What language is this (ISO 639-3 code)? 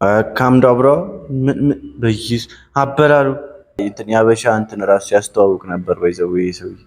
amh